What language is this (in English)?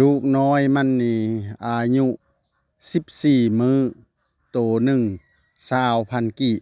Lao